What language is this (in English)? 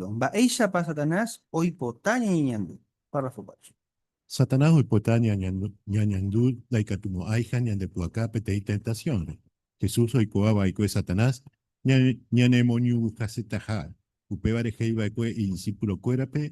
Guarani